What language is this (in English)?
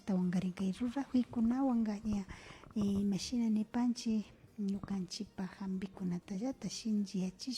Imbabura Highland Quichua